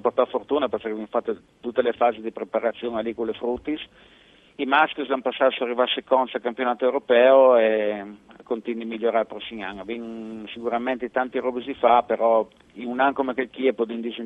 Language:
Friulian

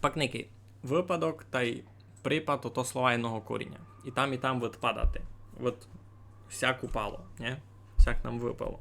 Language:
Rusyn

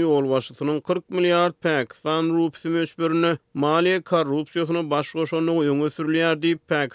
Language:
Turkmen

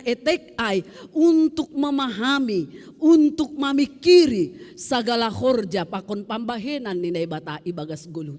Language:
Batak Simalungun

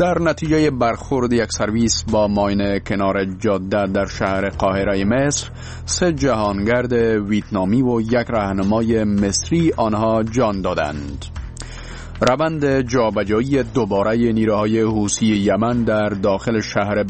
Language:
Persian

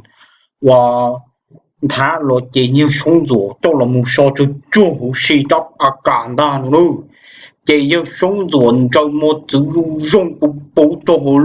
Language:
Hmong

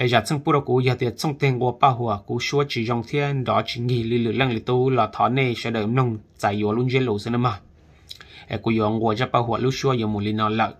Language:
Hmong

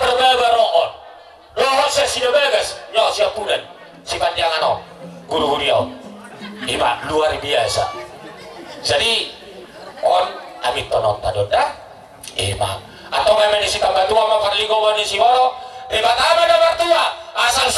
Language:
Batak Toba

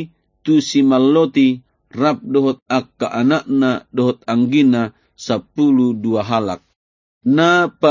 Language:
Batak Toba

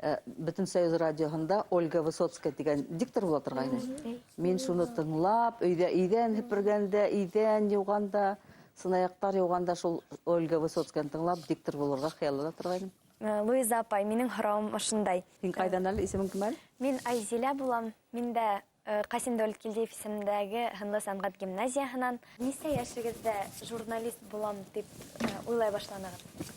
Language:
Bashkir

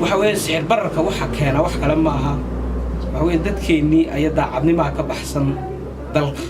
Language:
Somali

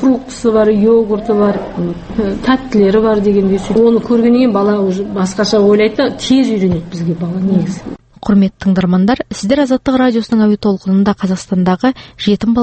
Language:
Kazakh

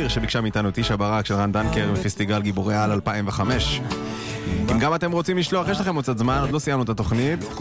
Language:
Hebrew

